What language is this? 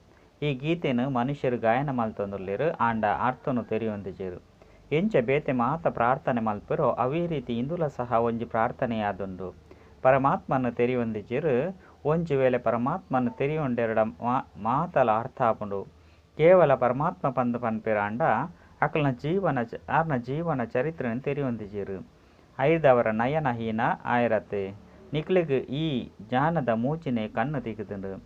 Tulu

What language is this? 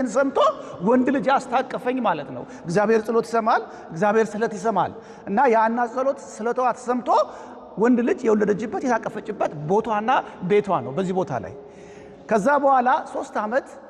Amharic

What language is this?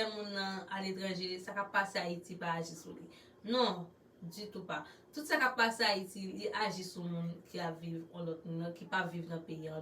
Haitian Creole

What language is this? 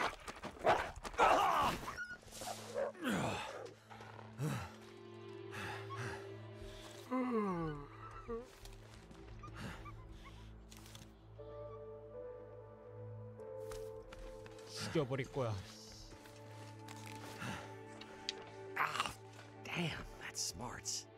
Korean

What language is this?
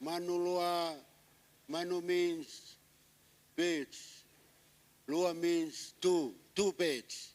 Tongan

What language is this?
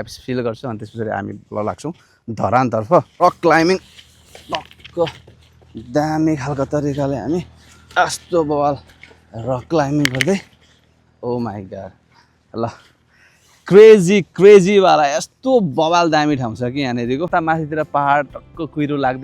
Nepali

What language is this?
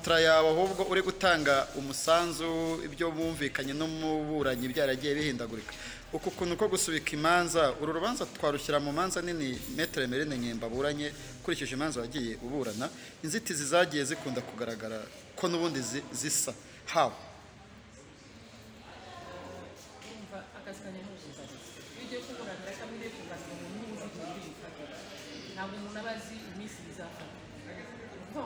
Kinyarwanda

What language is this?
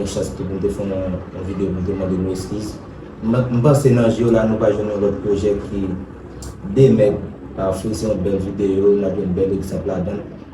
Haitian Creole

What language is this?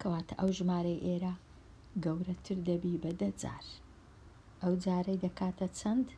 Central Kurdish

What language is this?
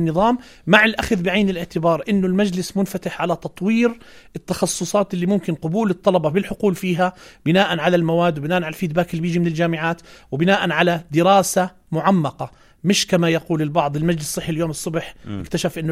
South Levantine Arabic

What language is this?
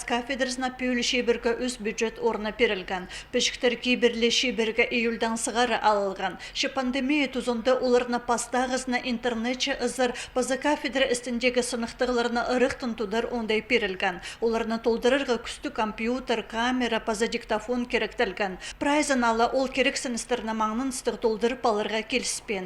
Khakas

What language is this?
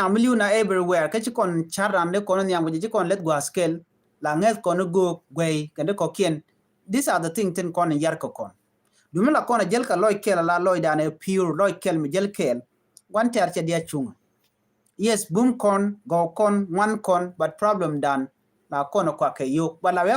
Nuer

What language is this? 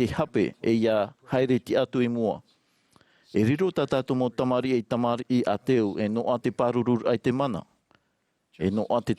Tahitian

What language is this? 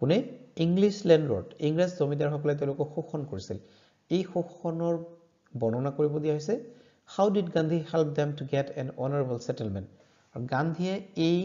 Assamese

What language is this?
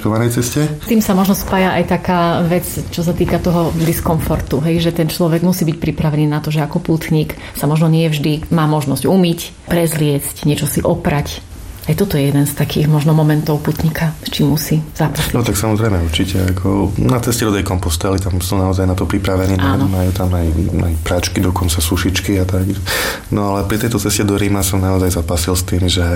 Slovak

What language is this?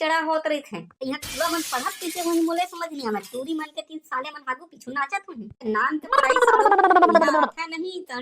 Chhattisgarhi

